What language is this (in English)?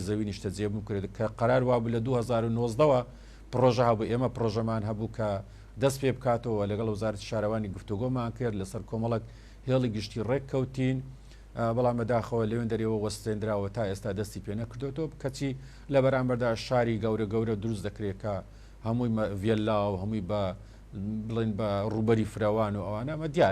Central Kurdish